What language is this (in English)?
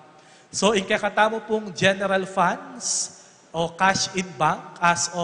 Pampanga